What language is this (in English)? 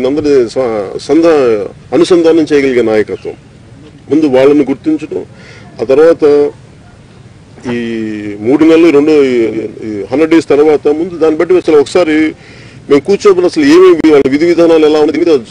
Telugu